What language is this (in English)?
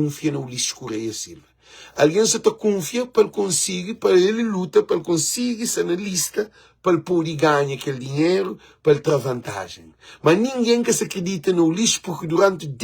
Kabuverdianu